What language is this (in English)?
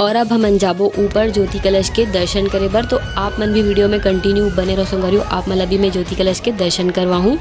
Chhattisgarhi